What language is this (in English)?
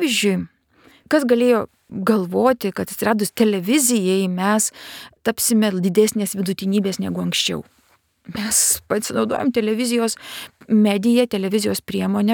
Lithuanian